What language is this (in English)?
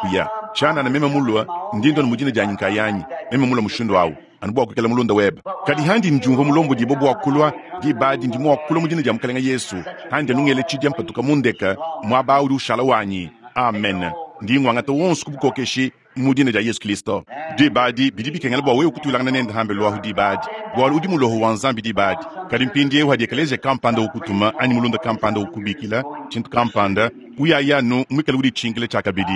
Luba-Lulua